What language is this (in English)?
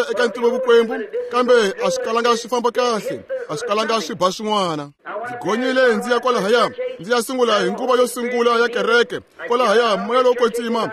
Tsonga